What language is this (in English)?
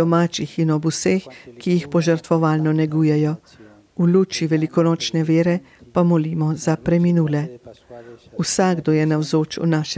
Slovenian